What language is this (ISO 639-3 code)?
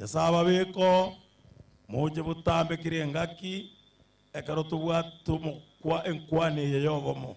guz